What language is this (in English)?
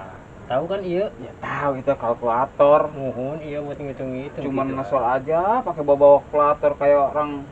Betawi